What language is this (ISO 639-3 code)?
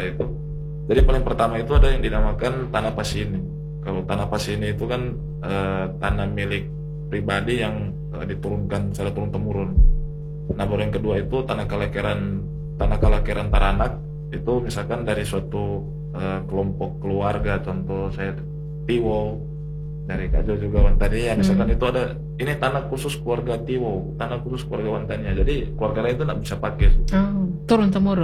ind